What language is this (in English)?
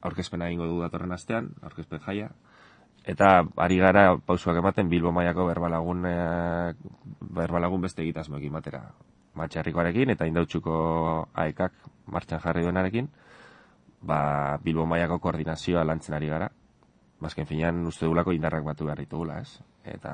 Basque